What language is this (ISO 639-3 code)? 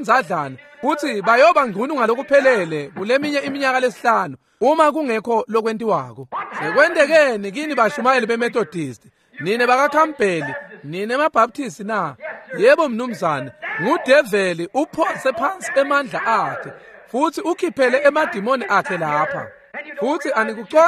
ssw